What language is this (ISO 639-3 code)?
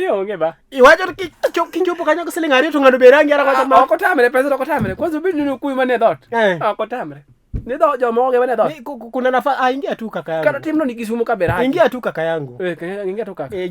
luo